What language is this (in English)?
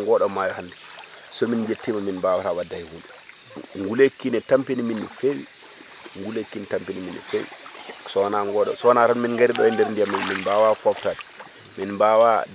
Fula